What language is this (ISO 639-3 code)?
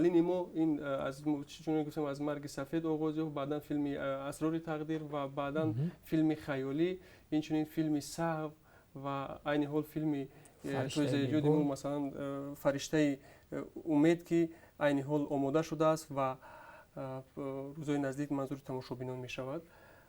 tgk